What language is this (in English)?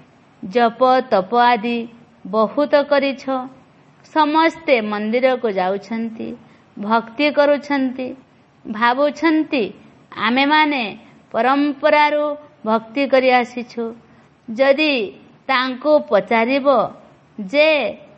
Odia